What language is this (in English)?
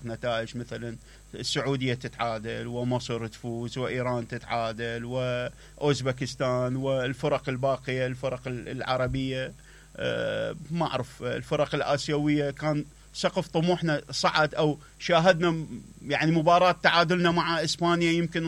Mesopotamian Arabic